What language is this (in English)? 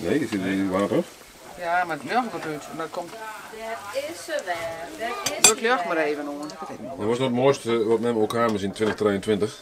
Western Frisian